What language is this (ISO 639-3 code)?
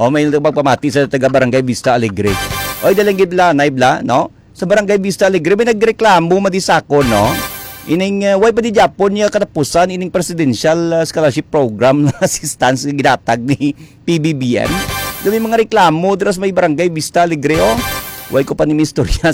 hil